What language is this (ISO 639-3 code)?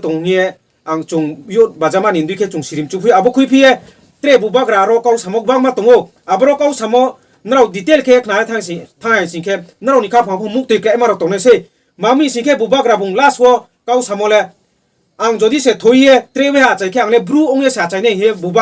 trp